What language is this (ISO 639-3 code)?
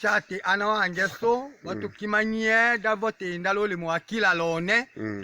tll